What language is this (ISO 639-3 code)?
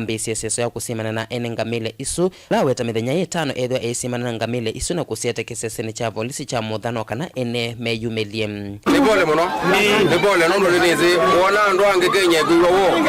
kam